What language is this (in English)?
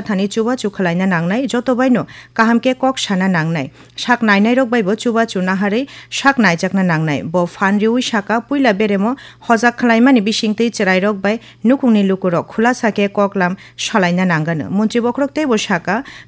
Kok Borok